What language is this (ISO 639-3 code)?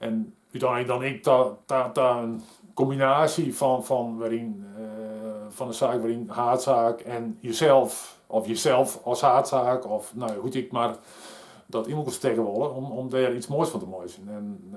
fry